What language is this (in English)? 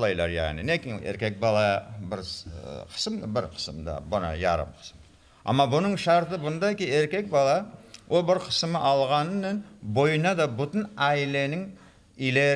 Crimean Tatar